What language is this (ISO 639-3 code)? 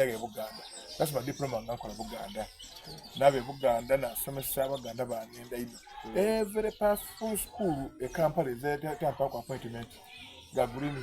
xog